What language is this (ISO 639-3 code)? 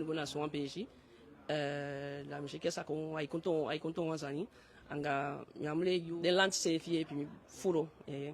djk